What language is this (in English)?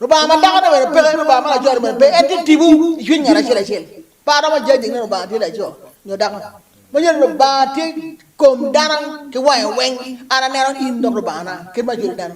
Acoli